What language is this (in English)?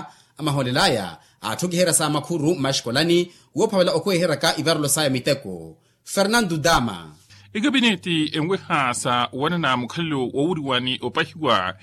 Makhuwa